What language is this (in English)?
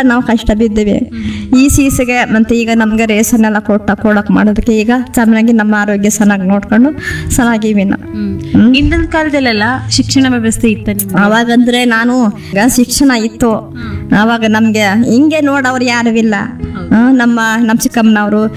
Kannada